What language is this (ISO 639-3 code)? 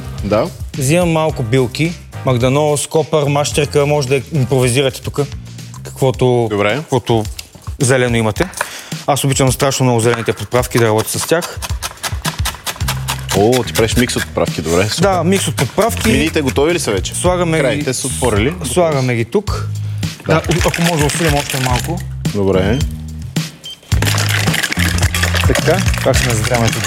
bul